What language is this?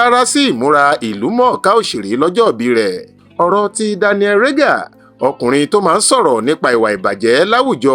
Yoruba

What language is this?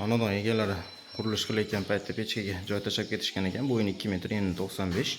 Uzbek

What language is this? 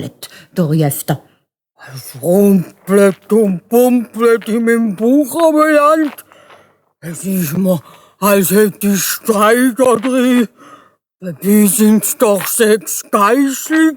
Swiss German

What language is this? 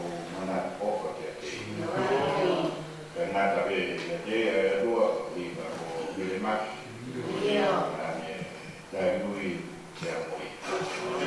Tongan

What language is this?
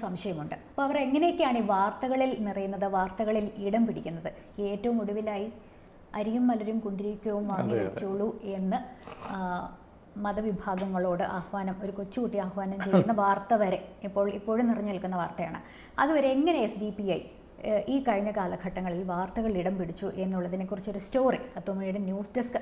Malayalam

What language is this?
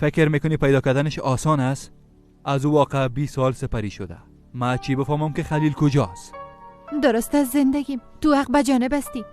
Persian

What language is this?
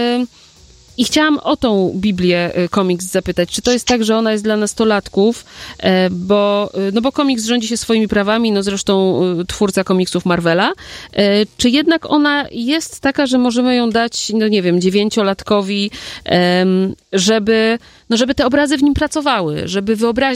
Polish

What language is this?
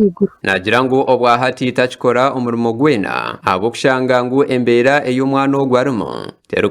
Nyankole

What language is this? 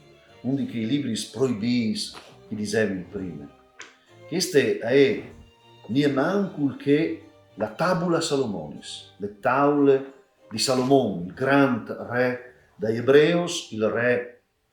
Friulian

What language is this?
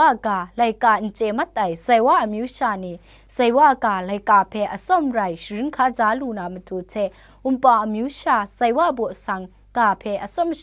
Kachin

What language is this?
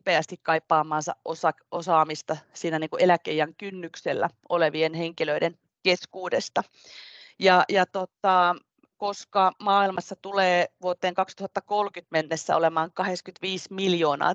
Finnish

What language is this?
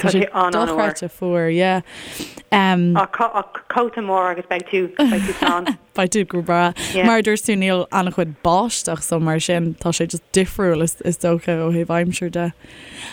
Irish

